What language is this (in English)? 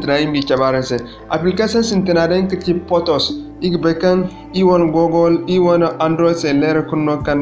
Zarma